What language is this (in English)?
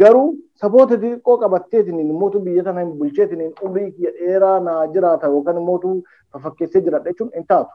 Oromo